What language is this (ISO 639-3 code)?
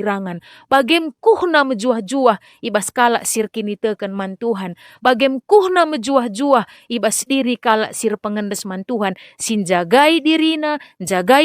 btx